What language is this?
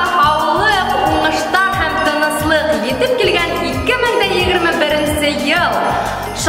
Bashkir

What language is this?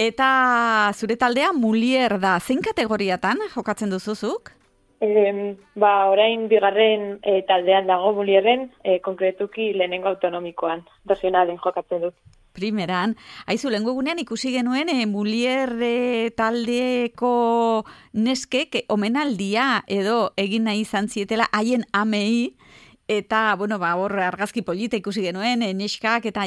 Basque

